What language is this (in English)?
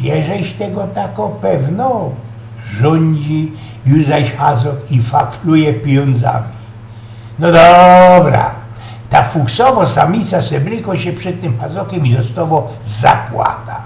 Silesian